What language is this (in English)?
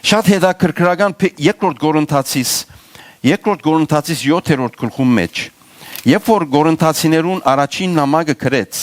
Western Armenian